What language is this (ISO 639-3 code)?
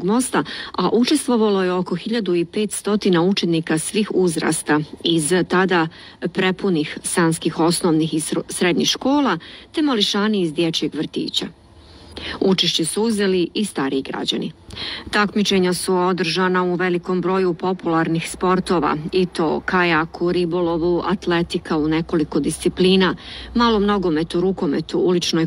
bos